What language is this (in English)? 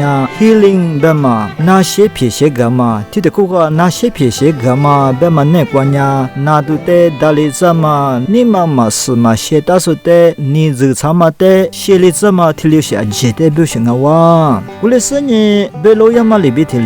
Lisu